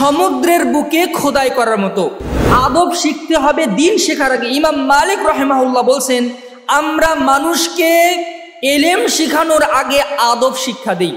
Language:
Bangla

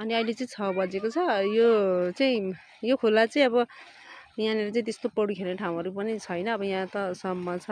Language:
Nepali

